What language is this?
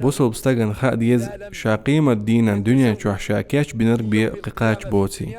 Chechen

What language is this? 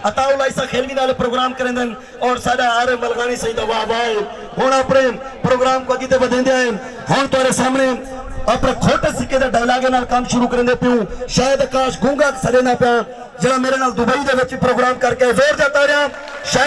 Saraiki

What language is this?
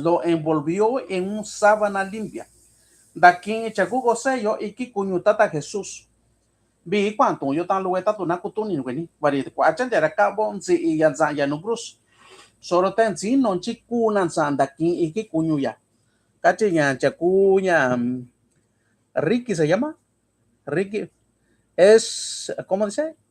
Mixtepec Mixtec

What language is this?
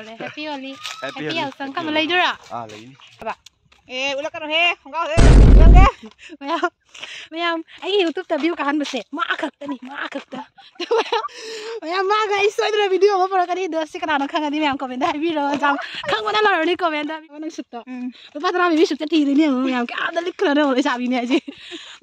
Manipuri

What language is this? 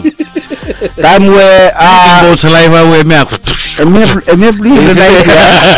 Bislama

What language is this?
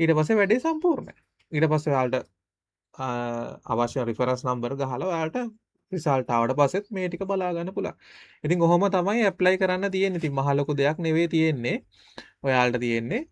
Sinhala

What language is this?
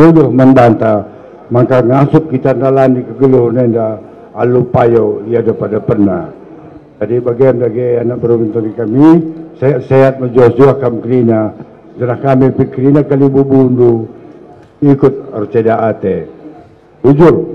Batak Karo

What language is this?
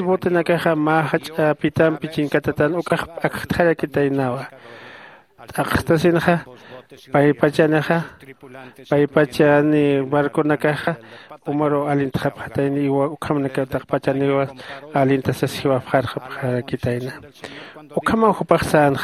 Aymara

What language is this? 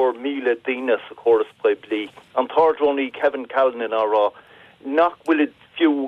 Irish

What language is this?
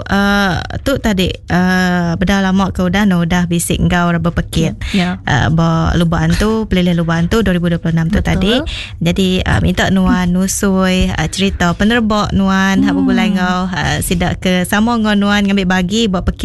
Iban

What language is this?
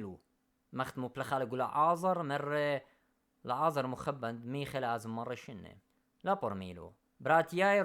Assyrian Neo-Aramaic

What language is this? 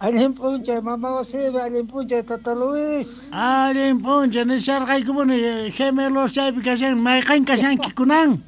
South Bolivian Quechua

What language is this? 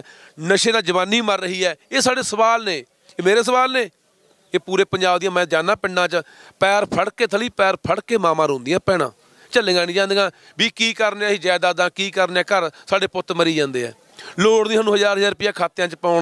Punjabi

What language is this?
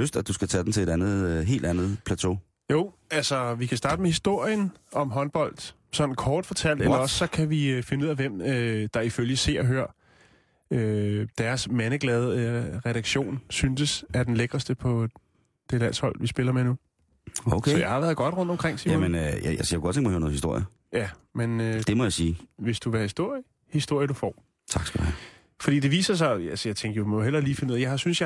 Danish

